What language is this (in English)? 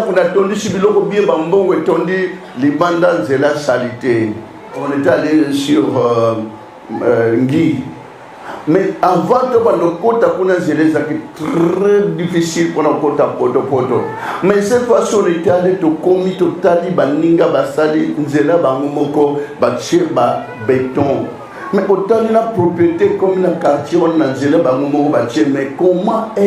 Lingala